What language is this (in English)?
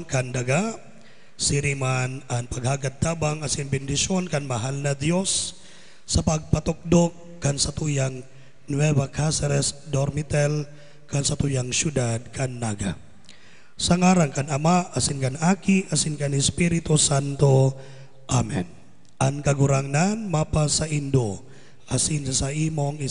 Bikol